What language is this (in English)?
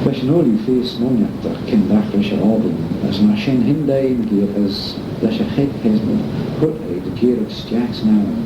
Manx